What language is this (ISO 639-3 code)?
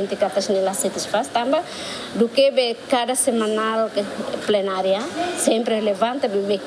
tet